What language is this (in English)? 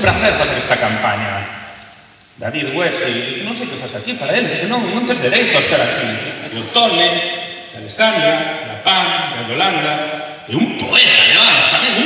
Galician